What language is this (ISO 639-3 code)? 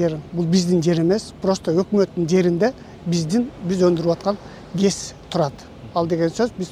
kir